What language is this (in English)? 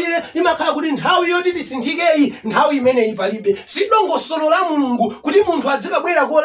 Nyanja